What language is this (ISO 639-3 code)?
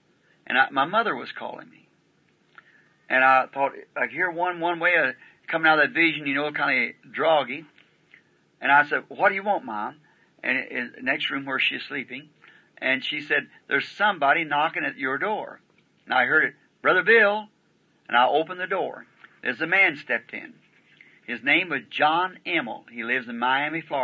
eng